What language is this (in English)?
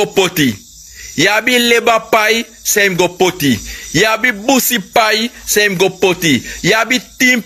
Sranan Tongo